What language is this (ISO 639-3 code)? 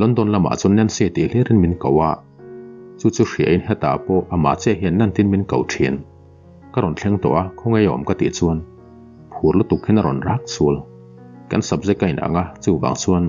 lus